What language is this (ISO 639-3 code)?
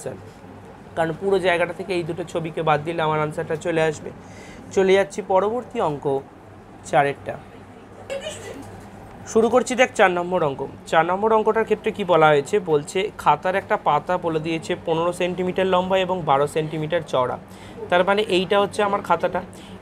ben